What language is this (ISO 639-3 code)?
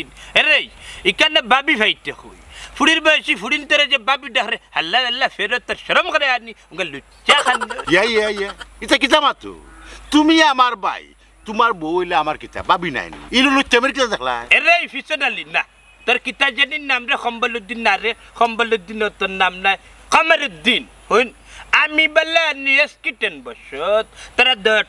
syl